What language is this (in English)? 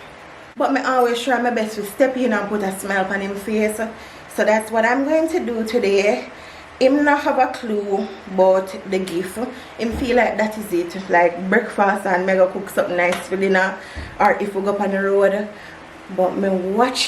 Jamaican Creole English